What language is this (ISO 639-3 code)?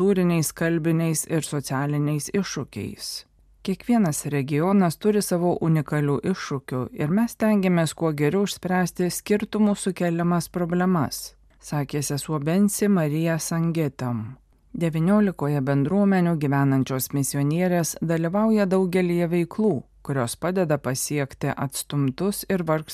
lit